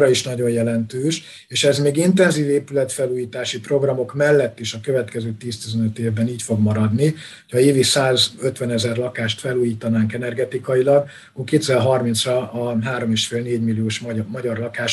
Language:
Hungarian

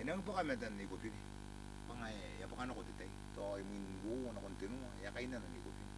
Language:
Gilbertese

